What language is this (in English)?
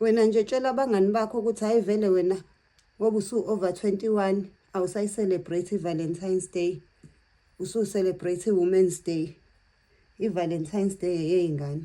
Zulu